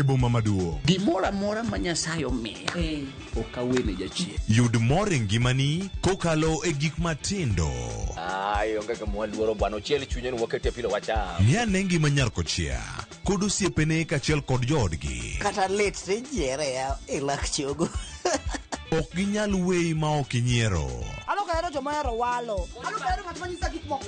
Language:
Luo (Kenya and Tanzania)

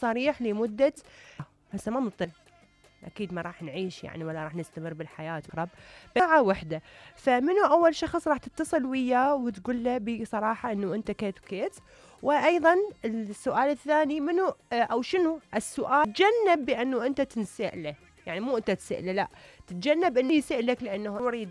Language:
Mesopotamian Arabic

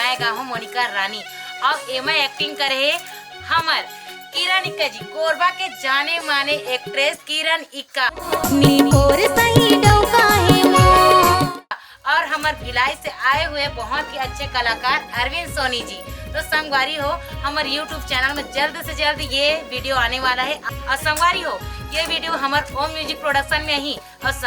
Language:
Chhattisgarhi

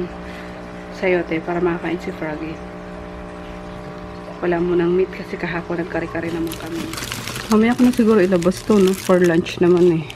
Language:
Filipino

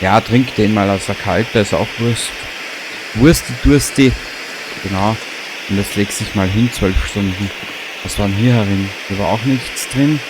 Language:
Bavarian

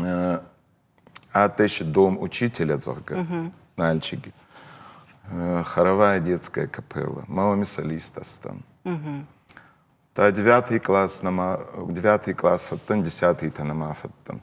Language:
Ossetic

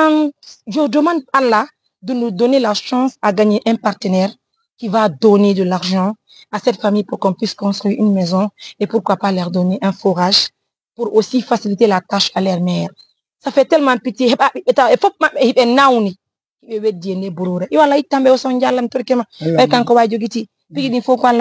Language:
Fula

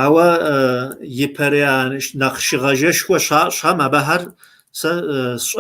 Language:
Kabardian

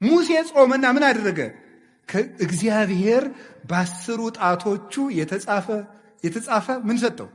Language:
Amharic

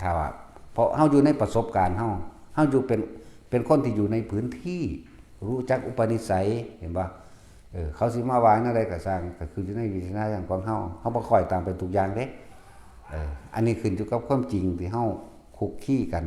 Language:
Northeastern Thai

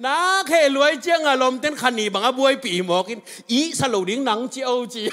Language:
Tedim Chin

